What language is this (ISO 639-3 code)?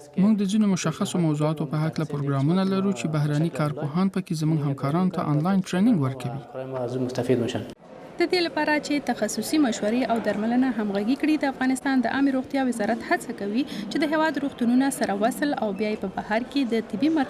pus